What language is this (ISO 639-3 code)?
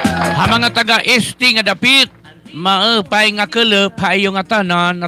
war